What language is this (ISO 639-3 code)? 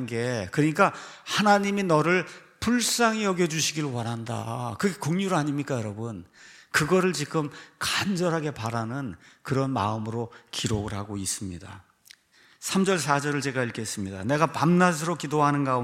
kor